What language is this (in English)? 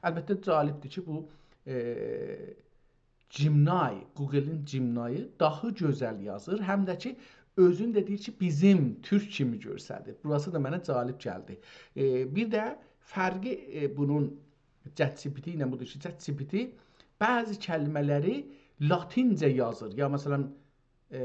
South Azerbaijani